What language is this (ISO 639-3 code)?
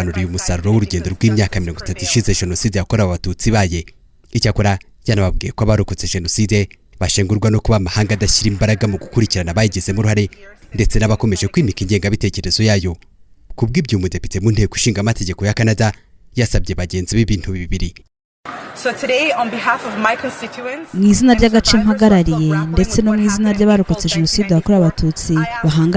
kin